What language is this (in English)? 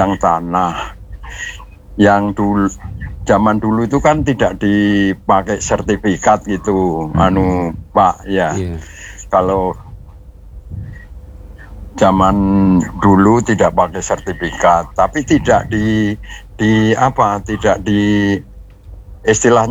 Indonesian